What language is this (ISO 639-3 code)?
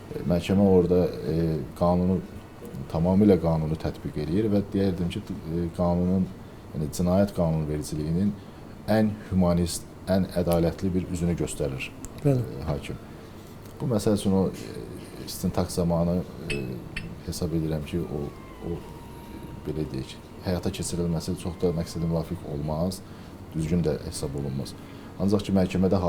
aze